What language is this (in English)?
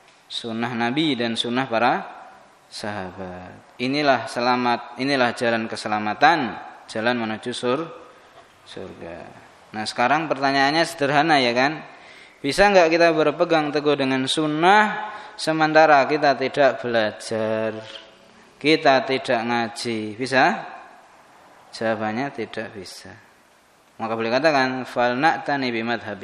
Indonesian